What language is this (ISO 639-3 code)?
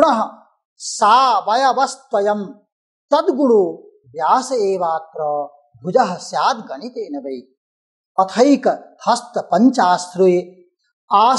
san